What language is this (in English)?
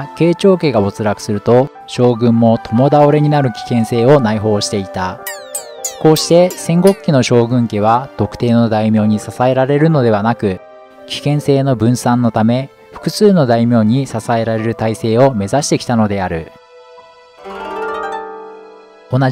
Japanese